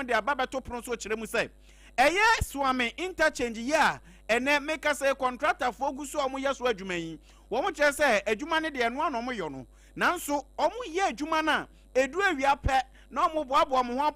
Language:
Akan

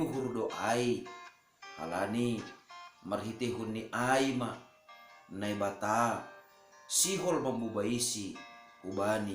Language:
Batak Simalungun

